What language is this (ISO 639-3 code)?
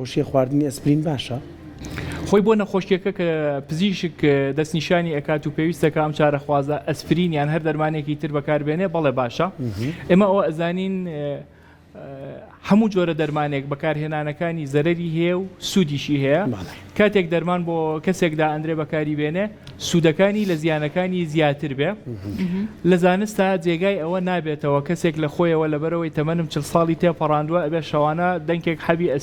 ckb